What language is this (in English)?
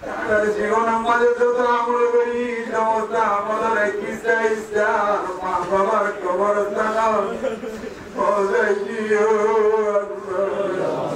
Rohingya